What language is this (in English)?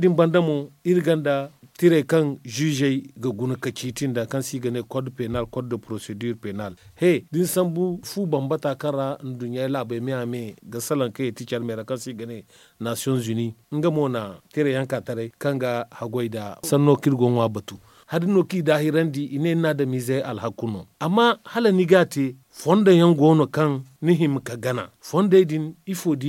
Zarma